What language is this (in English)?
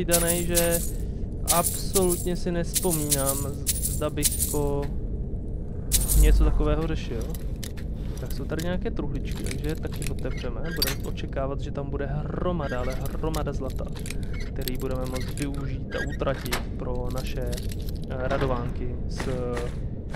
Czech